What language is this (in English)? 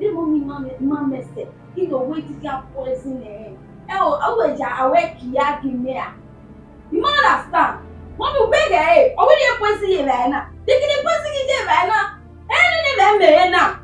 Bini